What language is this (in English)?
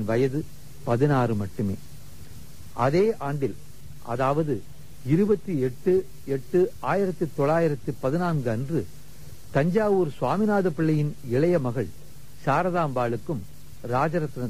Tamil